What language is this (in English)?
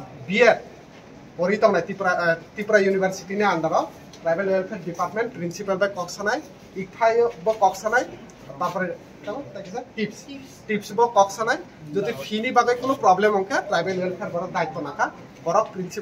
Kok Borok